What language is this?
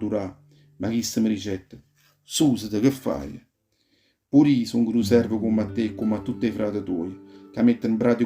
Neapolitan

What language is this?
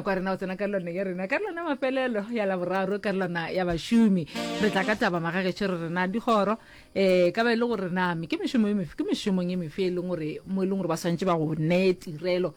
Northern Sotho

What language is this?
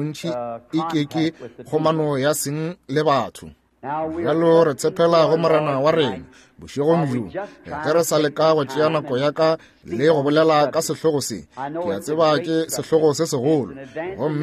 Northern Sotho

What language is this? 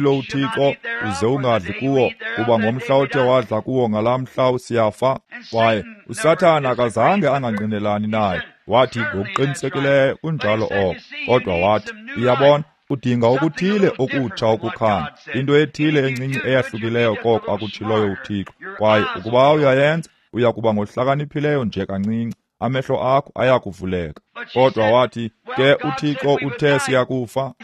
Xhosa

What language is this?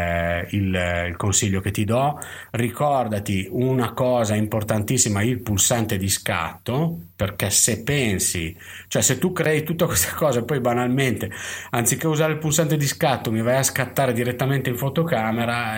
Italian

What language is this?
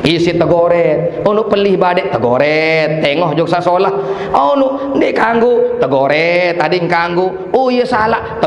Sasak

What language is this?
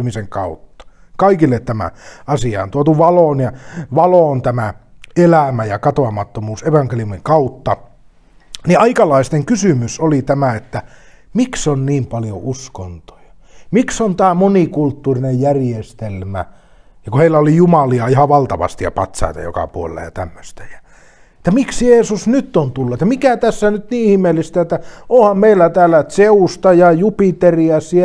Finnish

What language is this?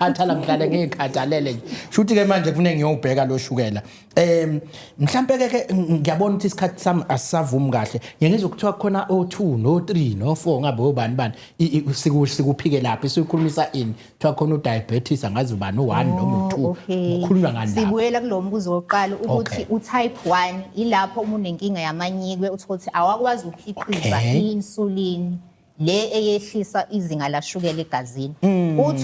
Zulu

